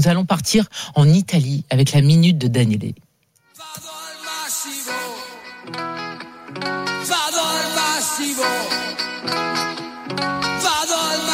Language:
French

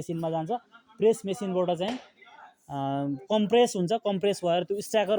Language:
Nepali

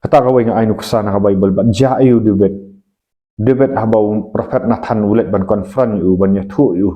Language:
Khasi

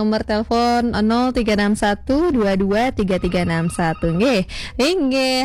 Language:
Balinese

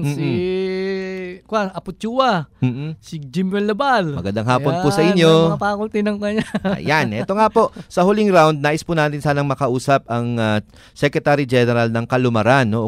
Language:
Filipino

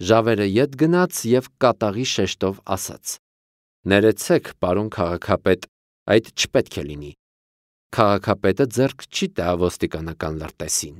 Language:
Armenian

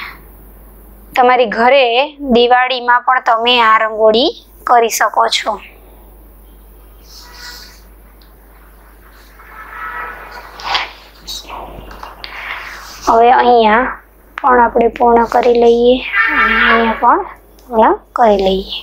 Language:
Gujarati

